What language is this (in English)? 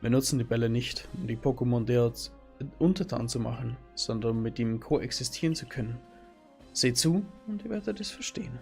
Bavarian